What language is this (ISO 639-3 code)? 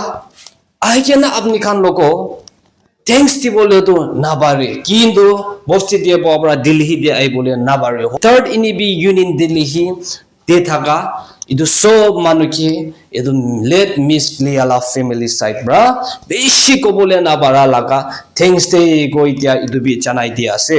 nag